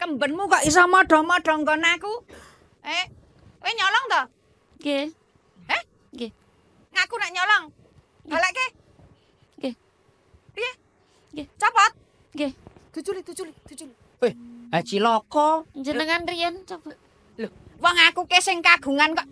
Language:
Javanese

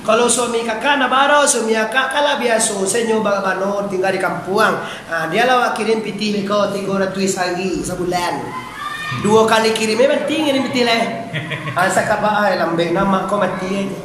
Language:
Minangkabau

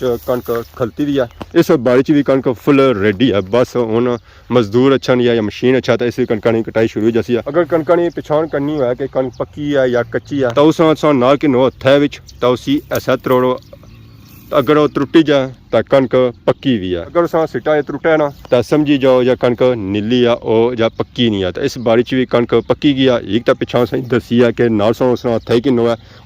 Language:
Pahari-Potwari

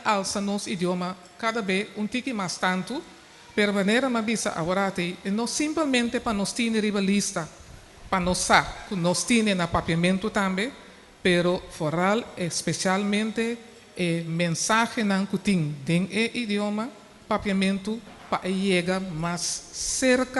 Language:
Papiamento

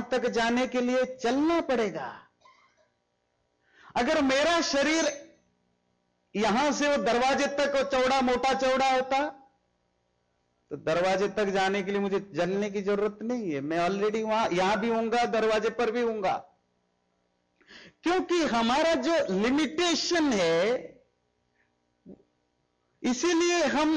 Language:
Hindi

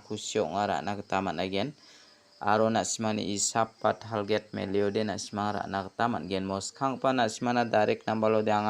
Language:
Garo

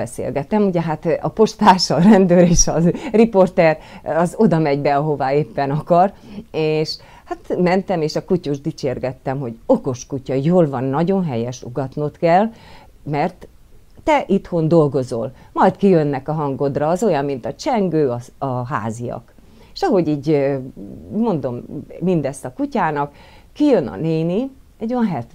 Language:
Hungarian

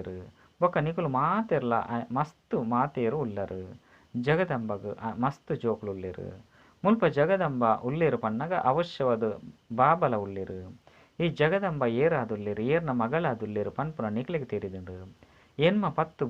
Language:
Tulu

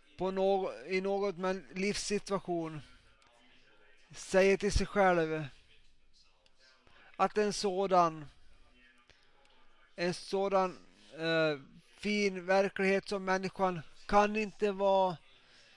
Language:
Swedish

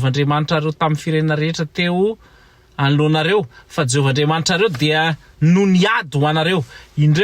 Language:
Malagasy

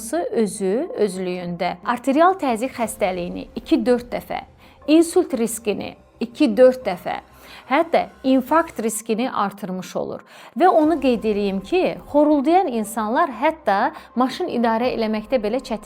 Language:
Azerbaijani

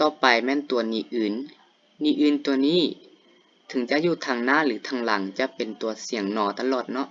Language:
Lao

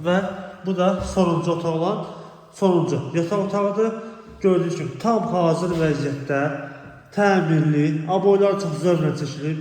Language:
Azerbaijani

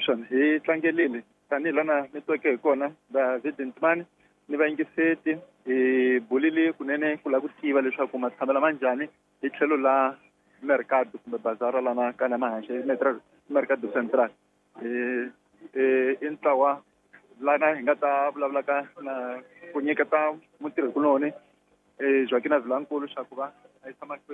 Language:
Tsonga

